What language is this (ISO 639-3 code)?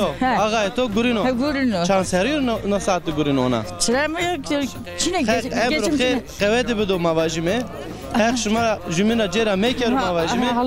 zza